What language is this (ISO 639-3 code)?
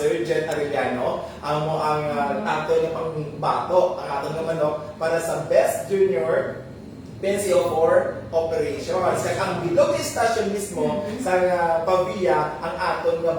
hil